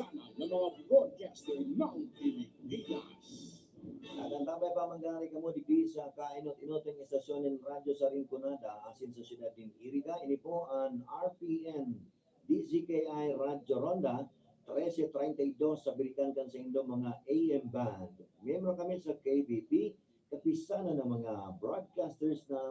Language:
Bikol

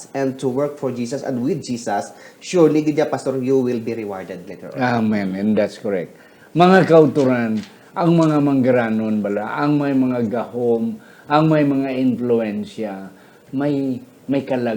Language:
Hiligaynon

